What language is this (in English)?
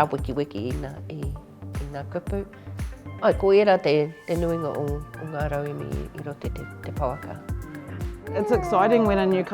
Māori